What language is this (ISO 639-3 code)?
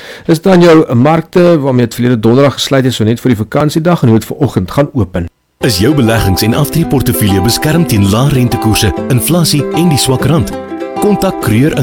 afr